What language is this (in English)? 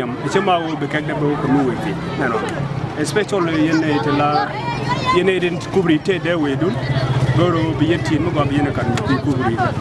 Nuer